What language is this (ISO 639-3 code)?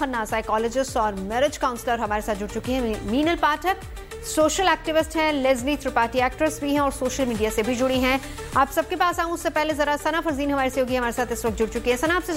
hin